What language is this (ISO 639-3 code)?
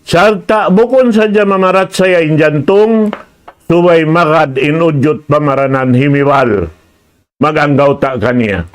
tsg